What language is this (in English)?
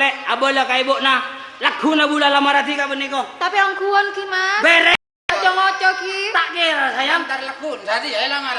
Madurese